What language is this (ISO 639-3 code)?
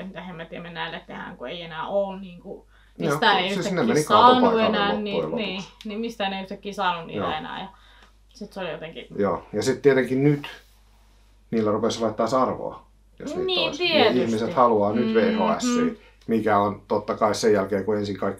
fin